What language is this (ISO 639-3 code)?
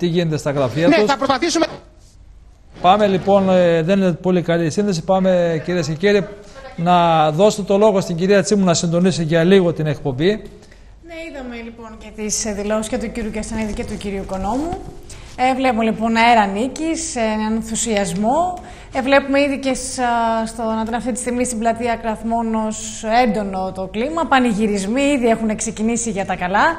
ell